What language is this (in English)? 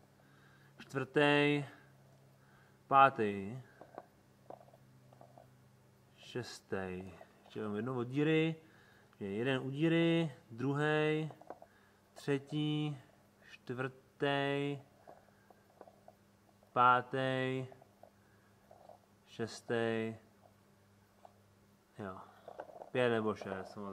Czech